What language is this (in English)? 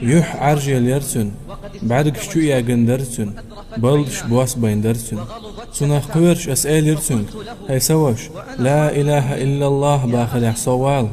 Chechen